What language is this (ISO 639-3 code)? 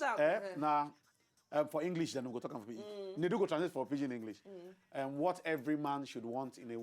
pcm